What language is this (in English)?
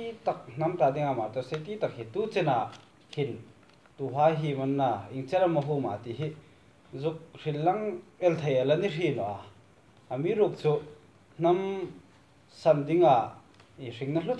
Hmar